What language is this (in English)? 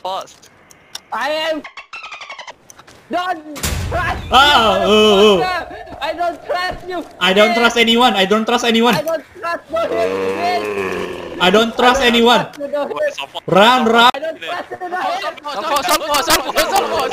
Indonesian